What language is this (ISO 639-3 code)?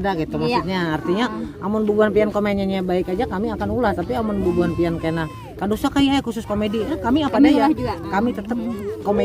bjn